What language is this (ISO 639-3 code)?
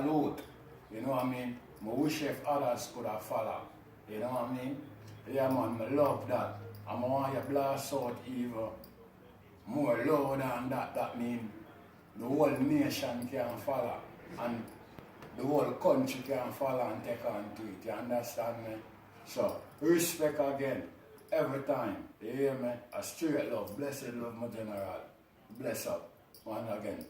jam